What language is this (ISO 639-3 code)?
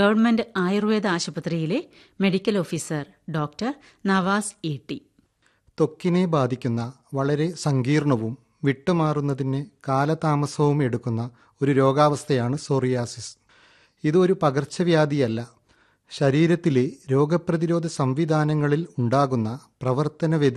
mal